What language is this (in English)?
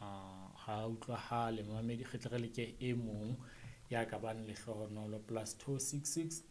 Southern Sotho